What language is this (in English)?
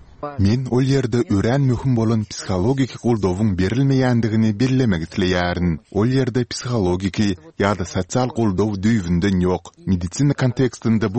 Turkmen